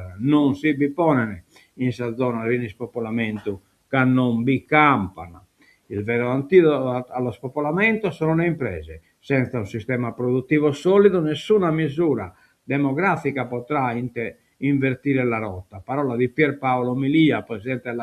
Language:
Sardinian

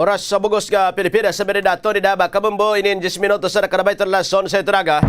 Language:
Waray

